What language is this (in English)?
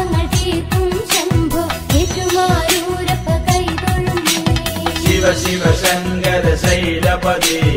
Malayalam